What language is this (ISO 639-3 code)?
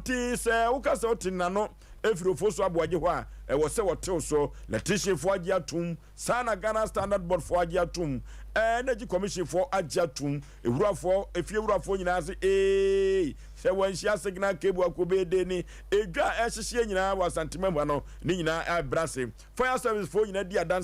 aka